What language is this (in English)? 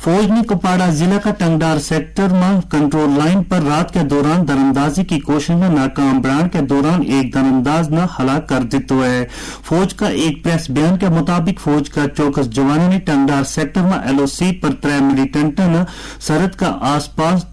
Gujari